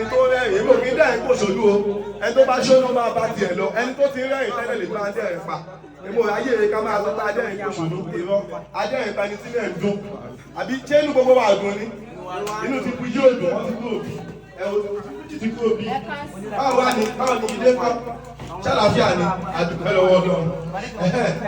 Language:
Yoruba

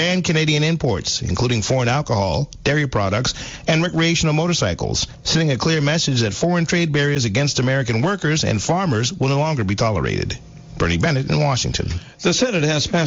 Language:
English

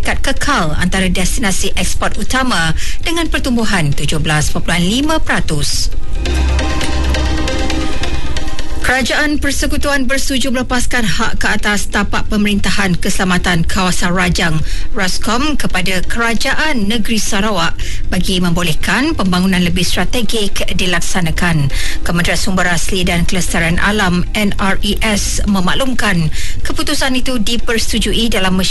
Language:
Malay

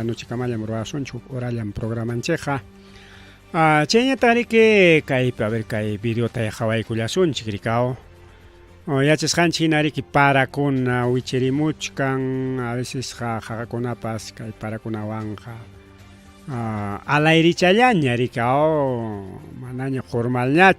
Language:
Ayacucho Quechua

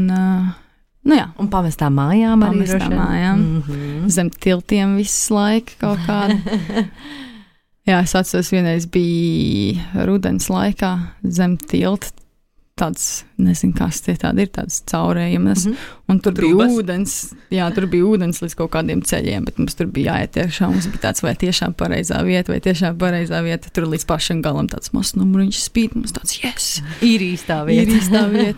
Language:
Latvian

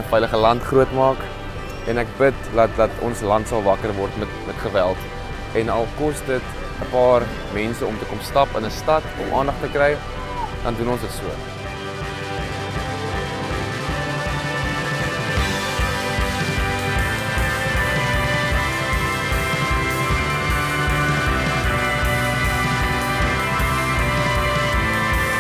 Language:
Afrikaans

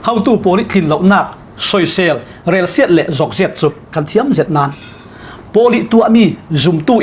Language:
Falam Chin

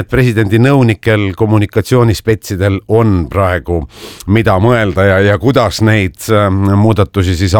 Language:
Estonian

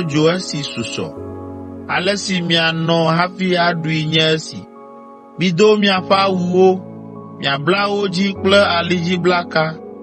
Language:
Ewe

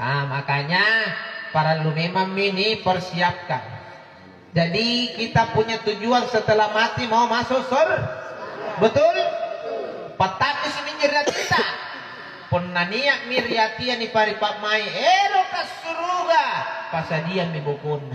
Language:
Makasar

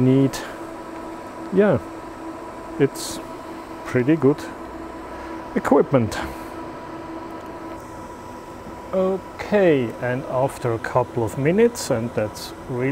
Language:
English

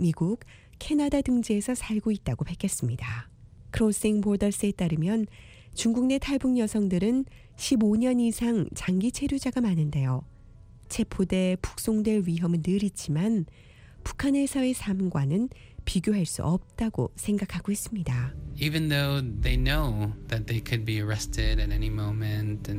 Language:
Korean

